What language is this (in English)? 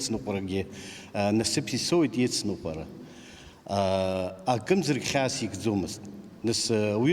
Abkhazian